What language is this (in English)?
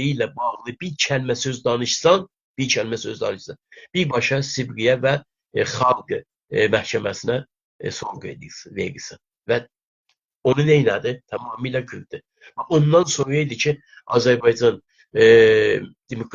South Azerbaijani